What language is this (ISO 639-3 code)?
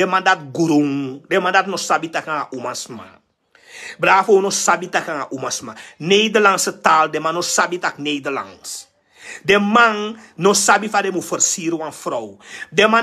srn